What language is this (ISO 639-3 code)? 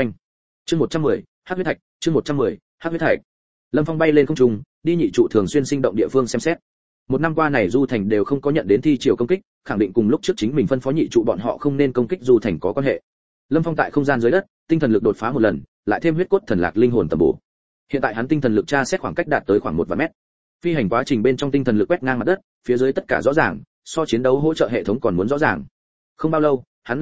vie